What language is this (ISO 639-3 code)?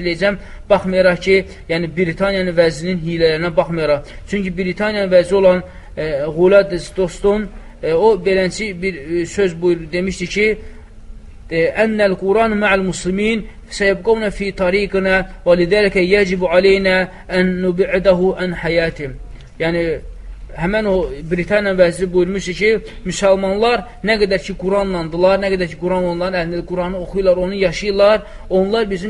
aze